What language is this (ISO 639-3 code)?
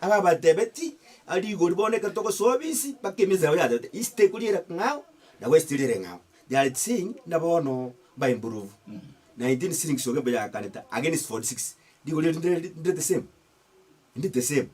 guz